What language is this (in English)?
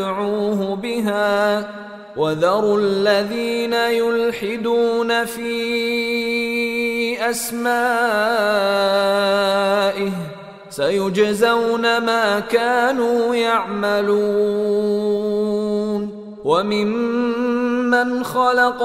Arabic